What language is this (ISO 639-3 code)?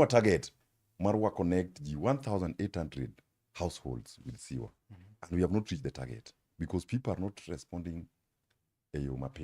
luo